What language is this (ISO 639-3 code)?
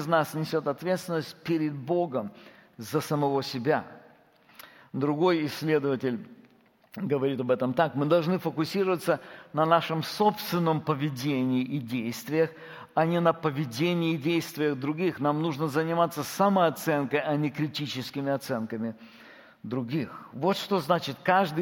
rus